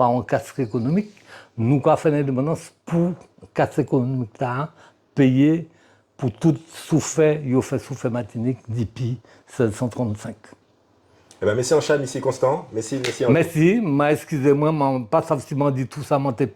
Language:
Guadeloupean Creole French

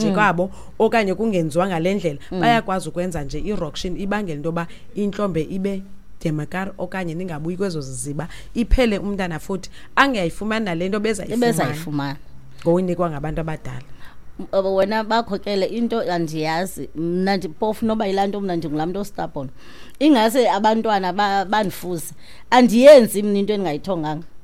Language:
Xhosa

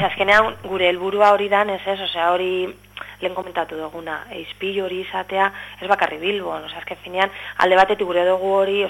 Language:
Basque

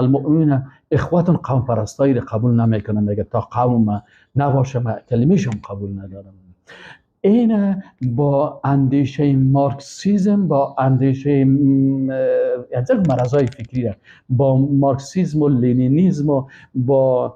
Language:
Persian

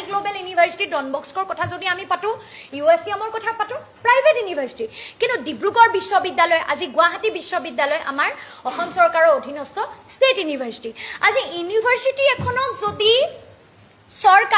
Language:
Assamese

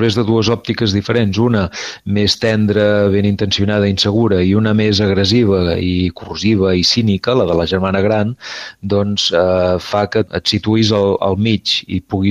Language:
Catalan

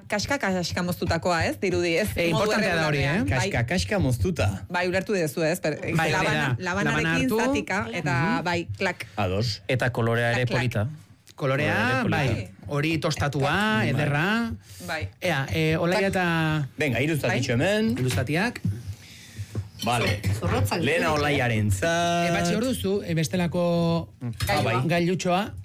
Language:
Basque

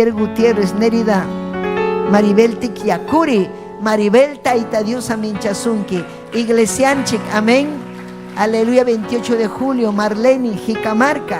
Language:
Ayacucho Quechua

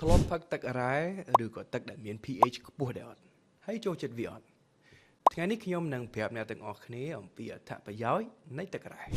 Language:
Khmer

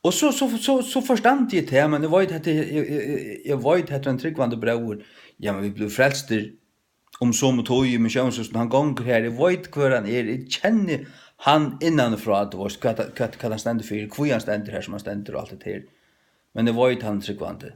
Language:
Faroese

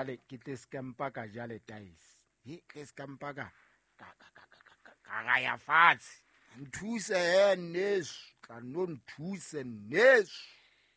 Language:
Southern Sotho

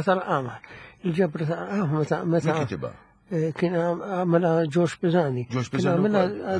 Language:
Maltese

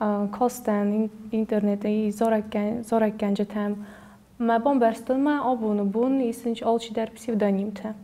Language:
Ossetic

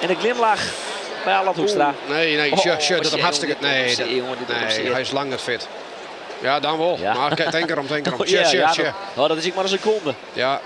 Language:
Western Frisian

